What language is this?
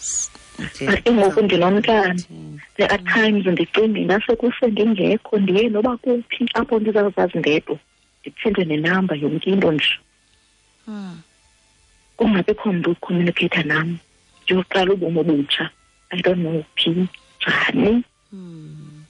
Xhosa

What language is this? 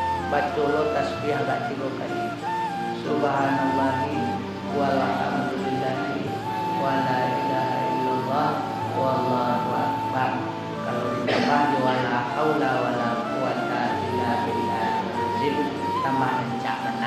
Minangkabau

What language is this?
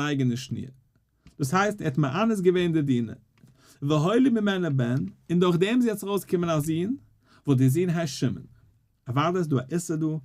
Yiddish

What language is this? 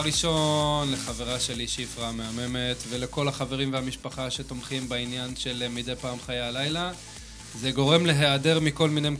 Hebrew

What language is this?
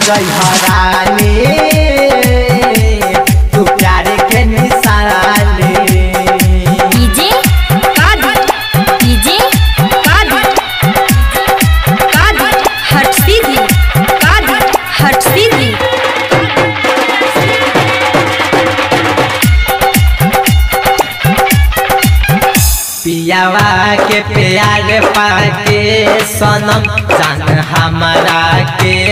Bhojpuri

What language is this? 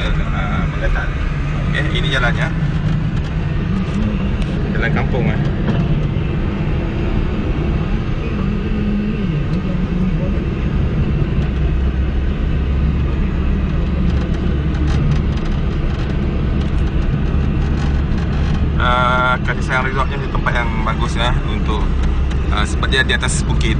Malay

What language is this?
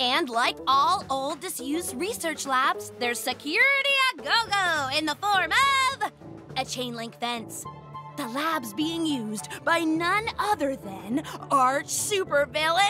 English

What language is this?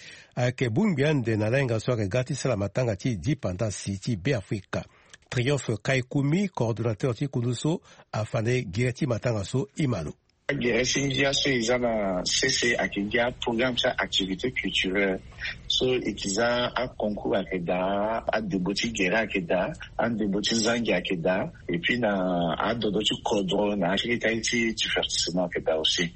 Sango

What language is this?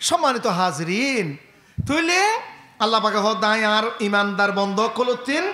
Rohingya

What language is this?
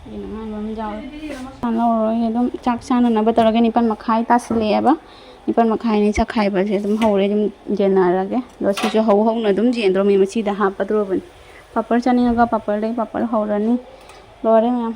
Manipuri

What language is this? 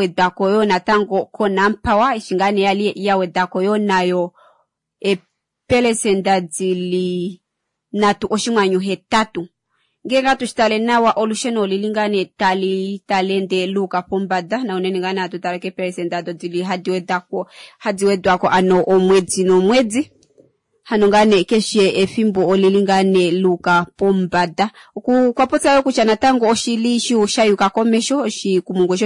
Kuanyama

